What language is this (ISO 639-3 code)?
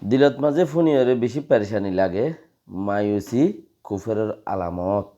rhg